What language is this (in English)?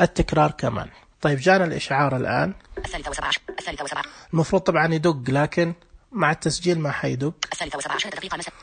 Najdi Arabic